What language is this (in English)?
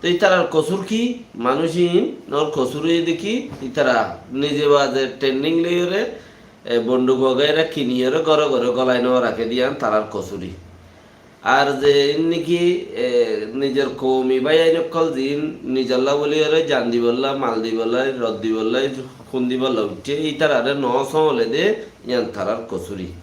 Rohingya